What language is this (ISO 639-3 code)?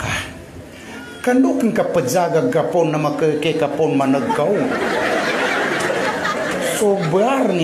mdh